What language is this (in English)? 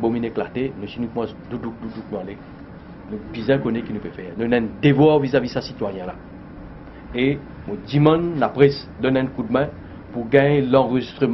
Morisyen